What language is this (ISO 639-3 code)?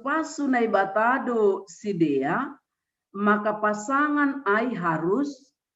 bts